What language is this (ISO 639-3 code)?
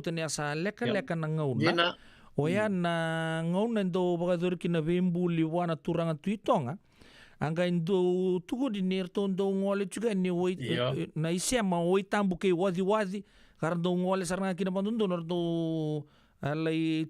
fij